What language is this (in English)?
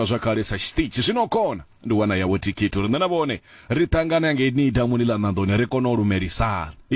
Venda